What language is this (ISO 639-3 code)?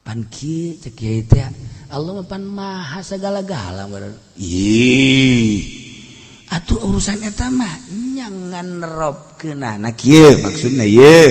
sun